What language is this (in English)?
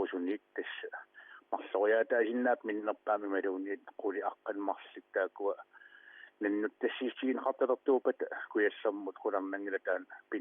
Kalaallisut